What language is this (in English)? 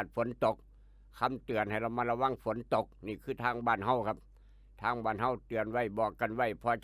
Northeastern Thai